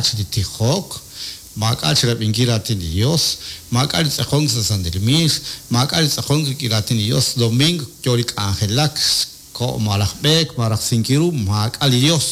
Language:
Kekchí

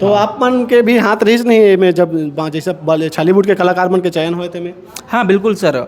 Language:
Chhattisgarhi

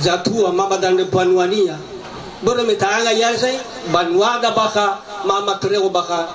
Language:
Nias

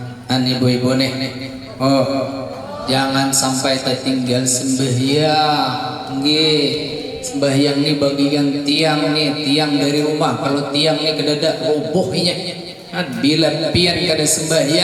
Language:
Banjar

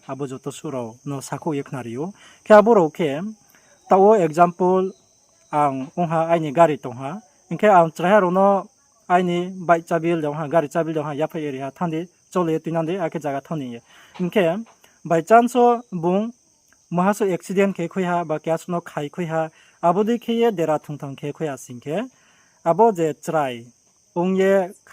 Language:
Riang (India)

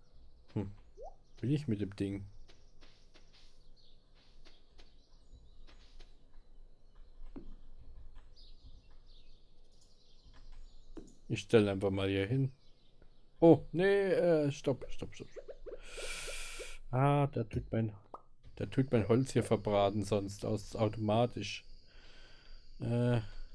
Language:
German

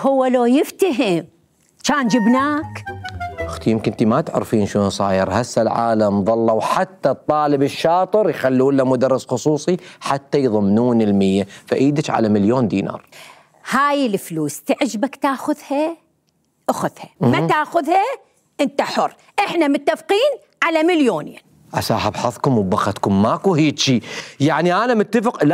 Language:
Mesopotamian Arabic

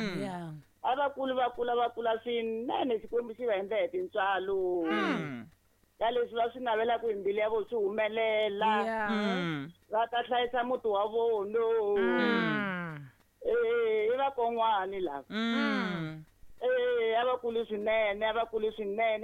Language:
Tsonga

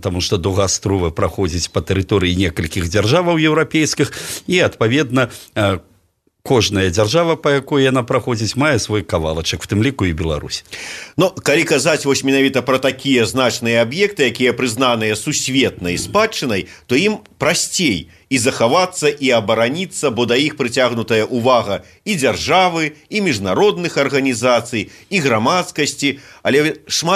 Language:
Belarusian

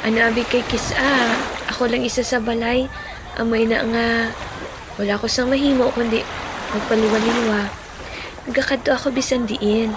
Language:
Hiligaynon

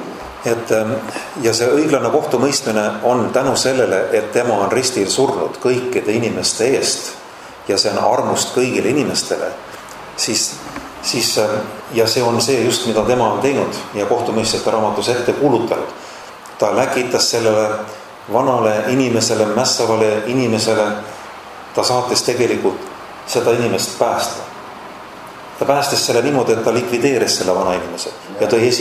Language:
Estonian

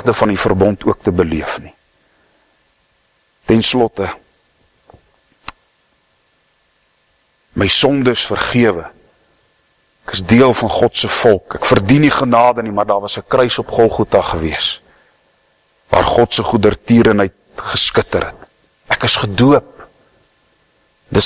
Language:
Afrikaans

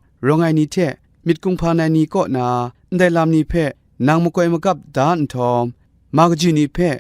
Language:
Kachin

